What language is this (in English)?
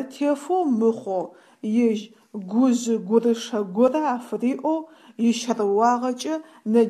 Adyghe